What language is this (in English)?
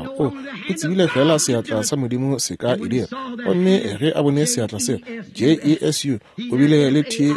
Northern Sotho